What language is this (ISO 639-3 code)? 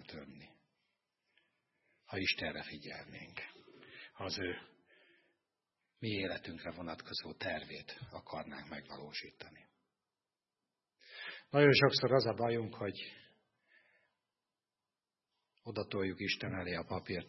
hun